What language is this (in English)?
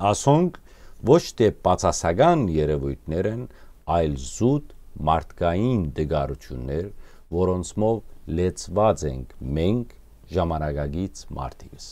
Western Armenian